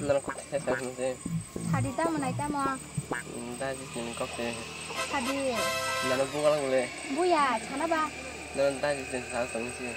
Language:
Kok Borok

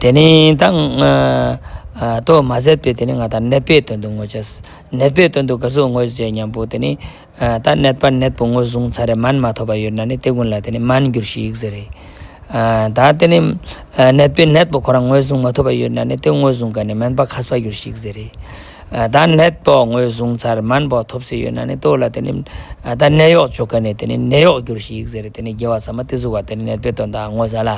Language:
Ladakhi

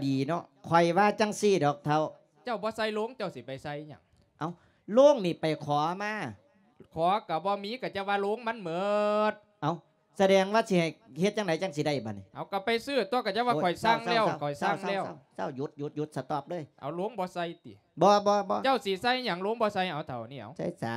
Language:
Lao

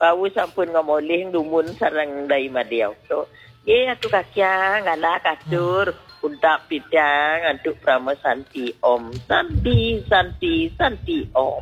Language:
Balinese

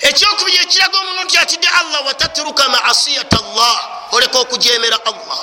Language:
Ganda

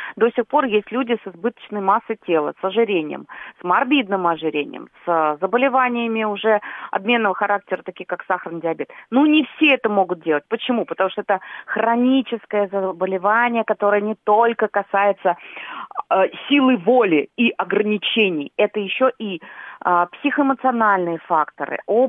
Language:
Russian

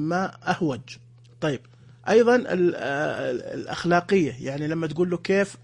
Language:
Najdi Arabic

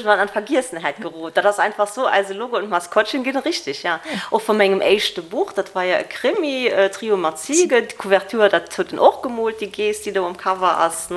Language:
Luxembourgish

